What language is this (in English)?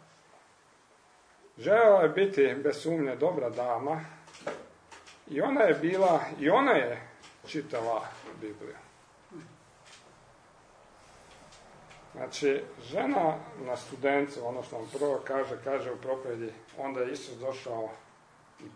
Croatian